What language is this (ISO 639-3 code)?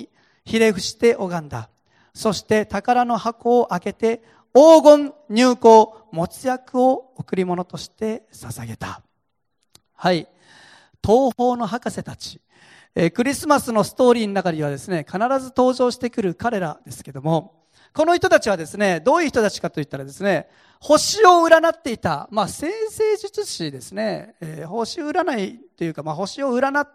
jpn